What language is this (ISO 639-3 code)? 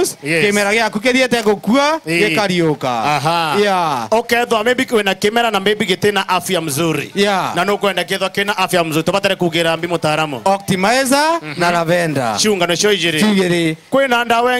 mer